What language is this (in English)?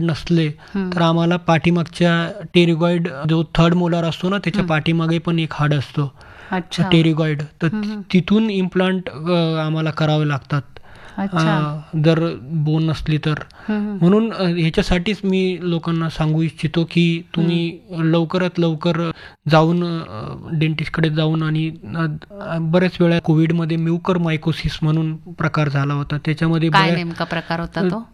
Marathi